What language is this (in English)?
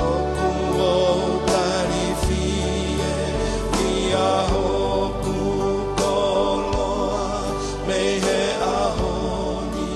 Tongan